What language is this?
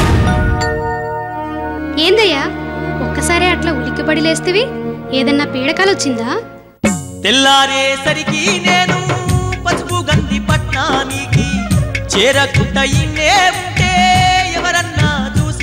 Telugu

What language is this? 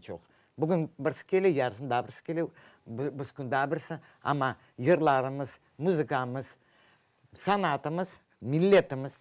Crimean Tatar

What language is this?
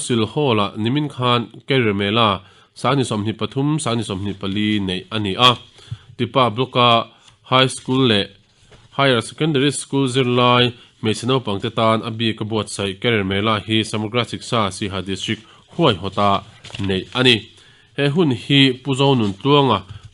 Mizo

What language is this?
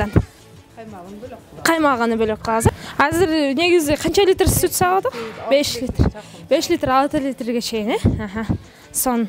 Kyrgyz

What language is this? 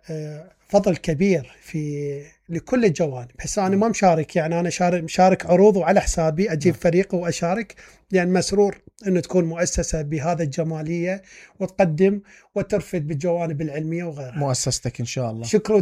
Mesopotamian Arabic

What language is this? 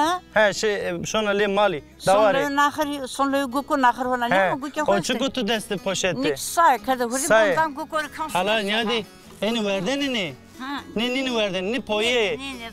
Zaza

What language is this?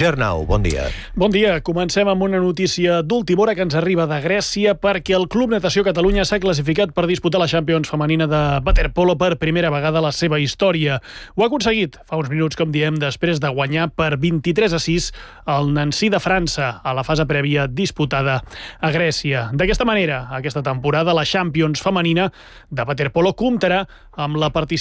Catalan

